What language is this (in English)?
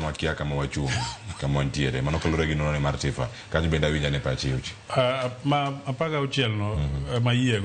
Luo (Kenya and Tanzania)